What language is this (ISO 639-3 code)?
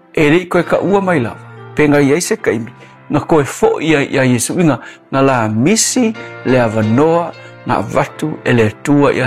smo